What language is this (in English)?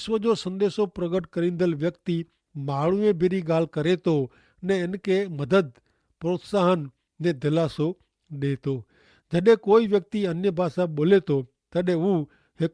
Kachhi